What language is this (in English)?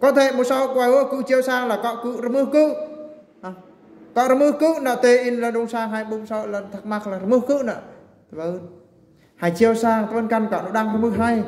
Eastern Bru